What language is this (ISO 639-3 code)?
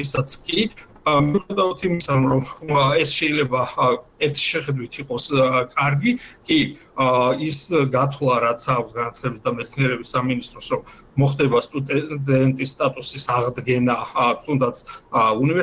kat